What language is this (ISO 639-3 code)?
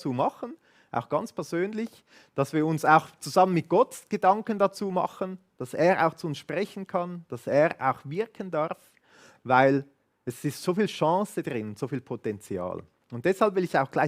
gsw